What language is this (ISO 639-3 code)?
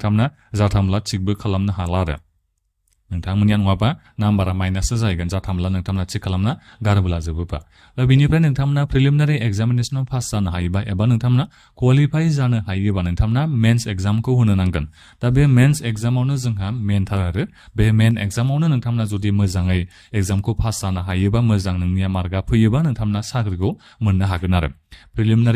brx